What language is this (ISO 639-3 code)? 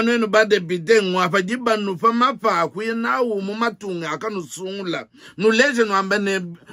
lua